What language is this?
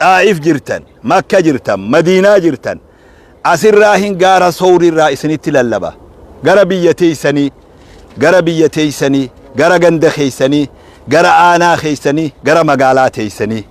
Oromo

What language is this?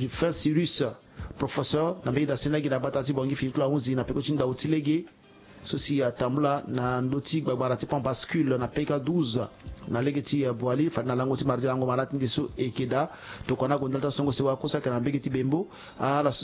Sango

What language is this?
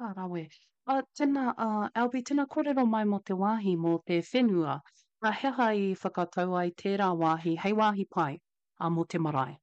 Māori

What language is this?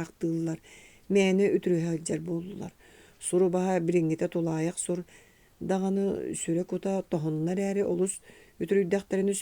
Yakut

